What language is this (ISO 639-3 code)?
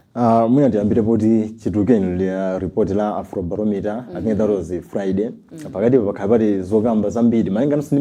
nya